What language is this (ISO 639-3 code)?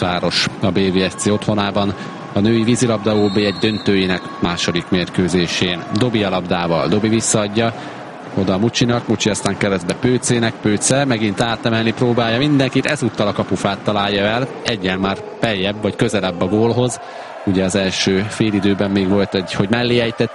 hun